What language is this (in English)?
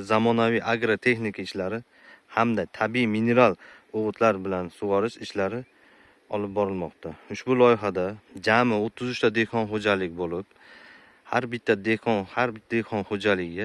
Uzbek